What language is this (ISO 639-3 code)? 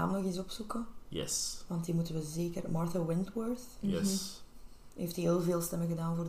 nld